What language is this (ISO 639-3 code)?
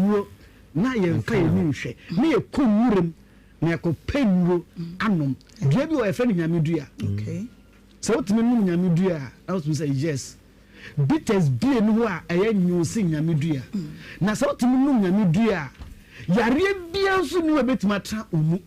aka